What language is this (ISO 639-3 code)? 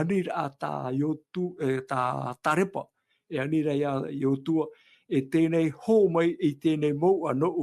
tah